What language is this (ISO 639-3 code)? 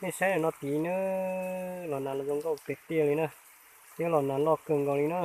hmn